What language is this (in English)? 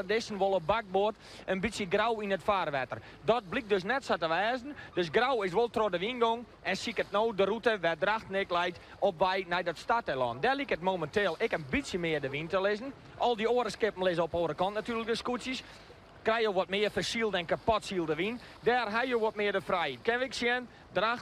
Western Frisian